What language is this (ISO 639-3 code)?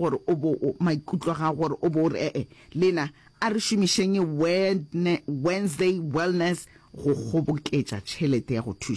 nso